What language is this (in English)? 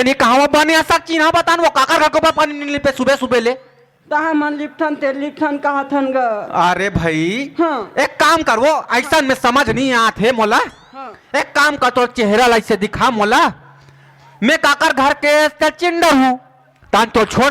Chhattisgarhi